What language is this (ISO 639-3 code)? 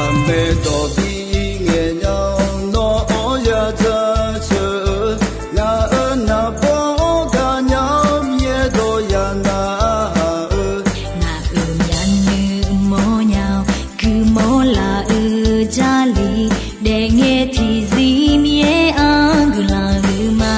ahk